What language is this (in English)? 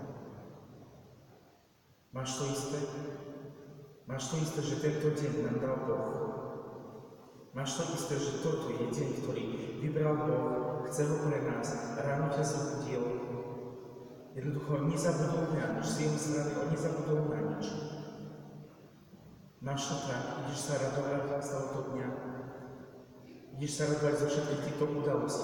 Slovak